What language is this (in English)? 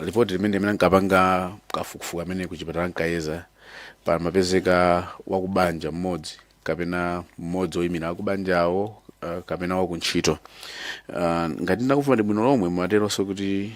Nyanja